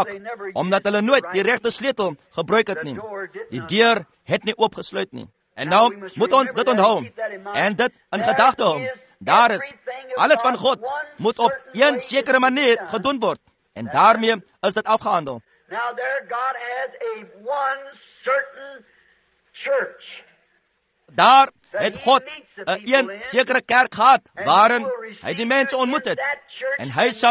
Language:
Afrikaans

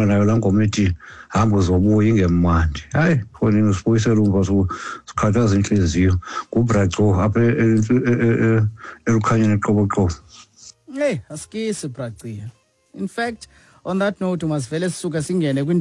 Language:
Xhosa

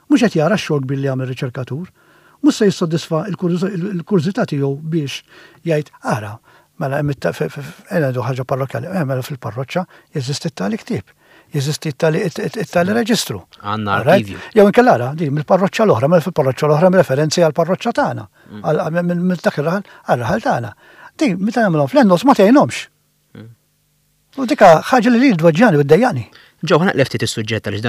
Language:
Maltese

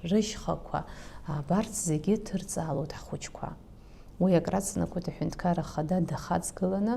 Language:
Abkhazian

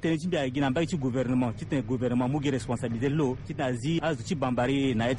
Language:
Sango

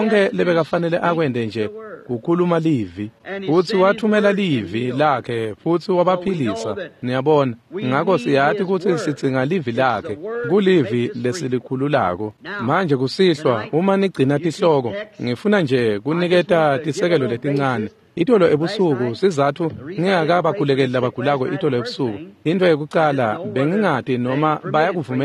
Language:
Swati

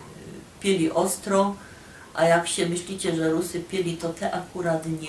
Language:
Silesian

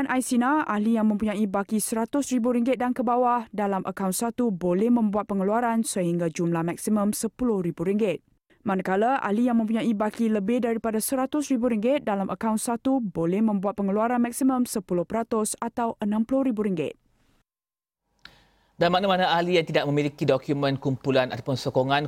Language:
Malay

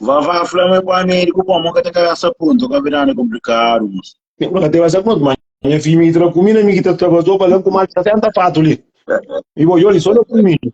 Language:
Kabuverdianu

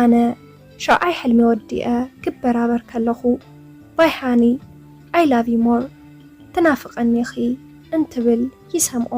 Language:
Tigrinya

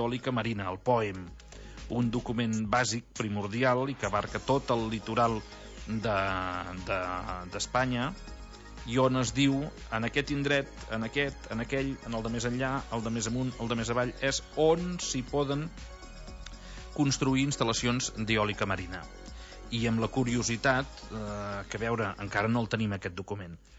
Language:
Catalan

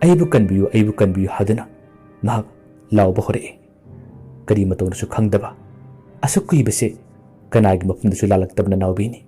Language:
Manipuri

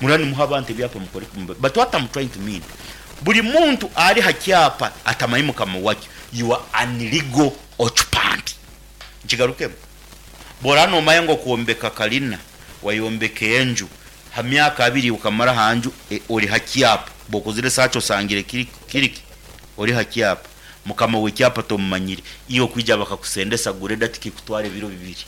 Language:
Nyankole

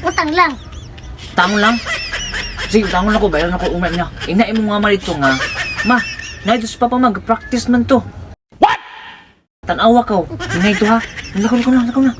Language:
Cebuano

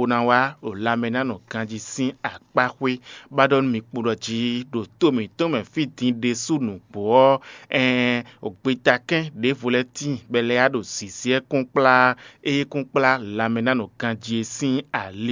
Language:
Fon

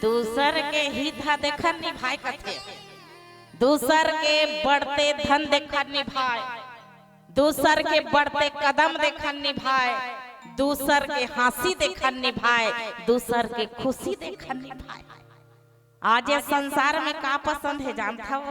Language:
Chhattisgarhi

